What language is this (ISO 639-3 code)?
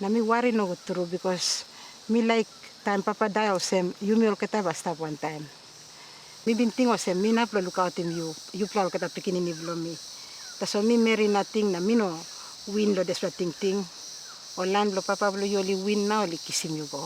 tpi